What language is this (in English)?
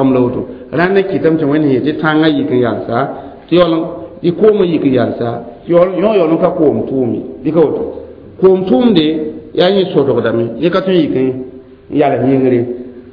Mossi